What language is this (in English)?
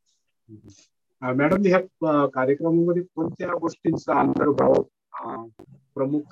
Marathi